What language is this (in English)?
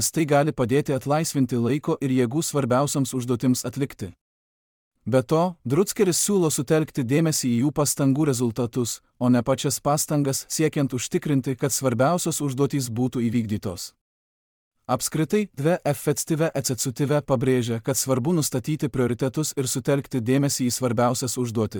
Lithuanian